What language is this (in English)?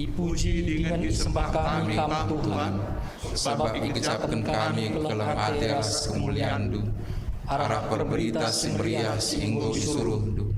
Batak Karo